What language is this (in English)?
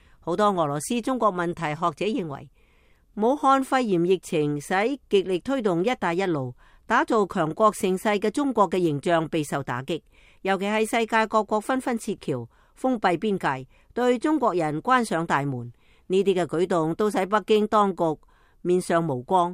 Cantonese